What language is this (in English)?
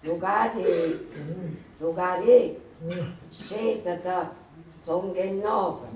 Neapolitan